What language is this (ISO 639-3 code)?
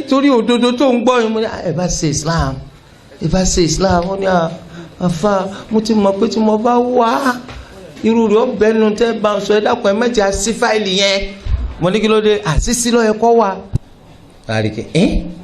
yor